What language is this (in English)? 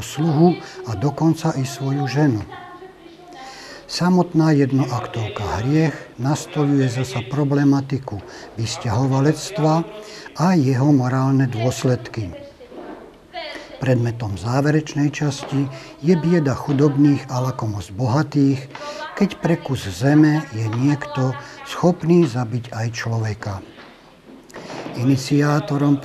Slovak